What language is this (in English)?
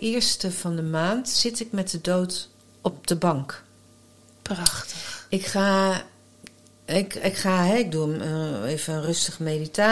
Dutch